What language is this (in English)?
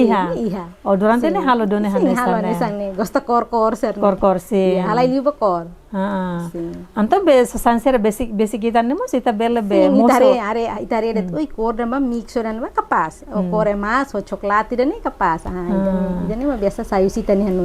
Tetum